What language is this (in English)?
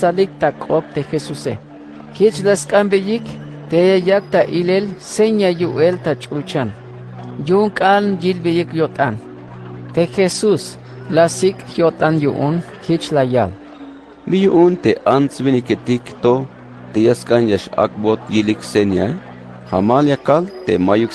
Tzeltal